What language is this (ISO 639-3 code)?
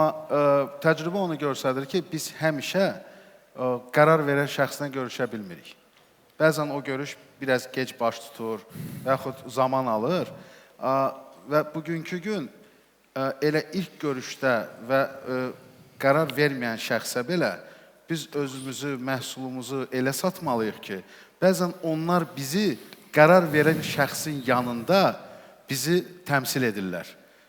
aze